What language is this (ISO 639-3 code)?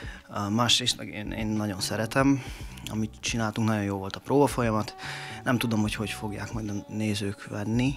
hun